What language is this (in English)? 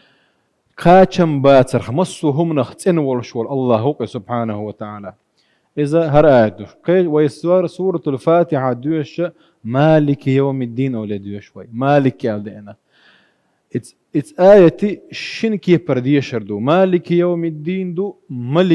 Chechen